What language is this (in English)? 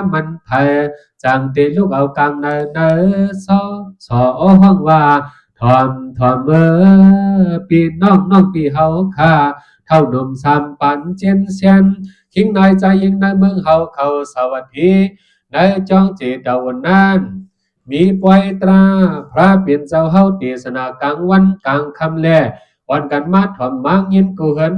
Shan